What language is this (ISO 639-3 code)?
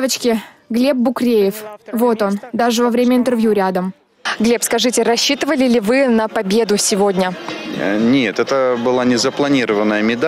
rus